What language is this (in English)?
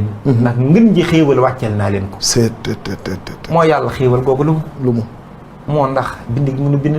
Wolof